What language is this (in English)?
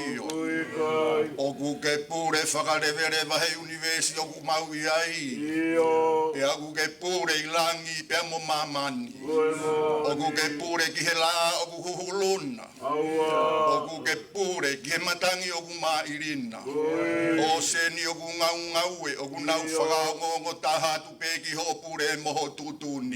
Tongan